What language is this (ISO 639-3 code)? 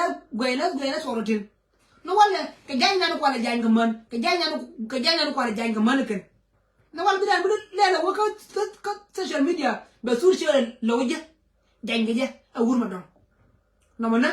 nus